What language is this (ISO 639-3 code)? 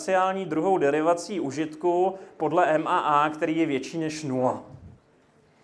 ces